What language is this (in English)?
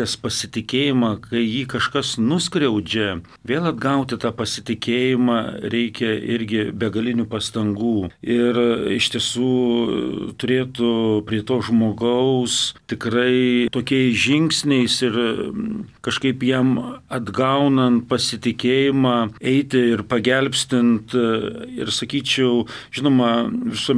Lithuanian